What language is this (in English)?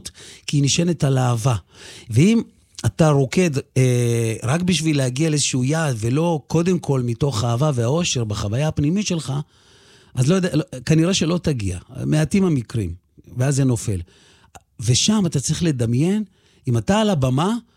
Hebrew